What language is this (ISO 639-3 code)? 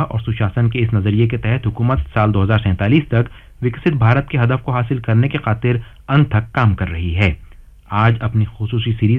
urd